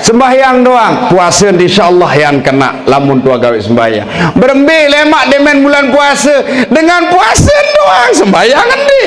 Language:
Sasak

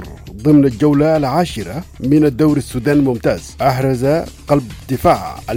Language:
Arabic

